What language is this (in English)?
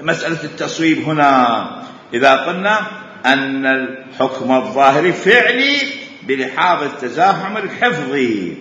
Mesopotamian Arabic